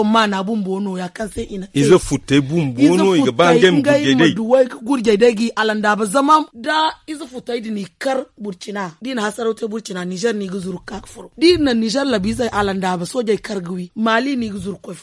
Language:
Zarma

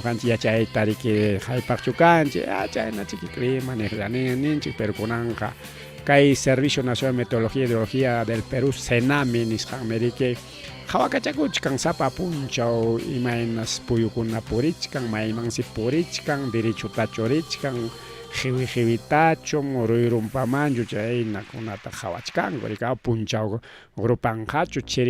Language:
Ayacucho Quechua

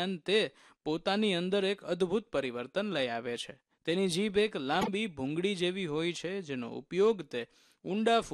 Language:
Gujarati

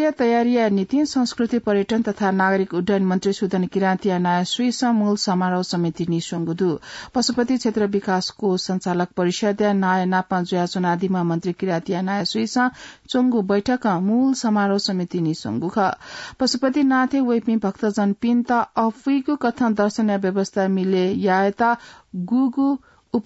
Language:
Newari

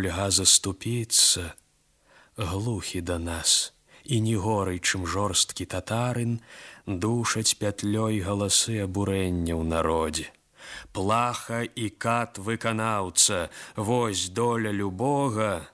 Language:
Belarusian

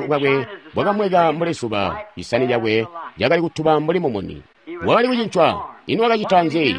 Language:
Tonga (Zambia)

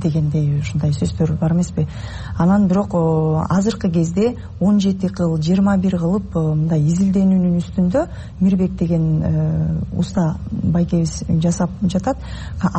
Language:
Kyrgyz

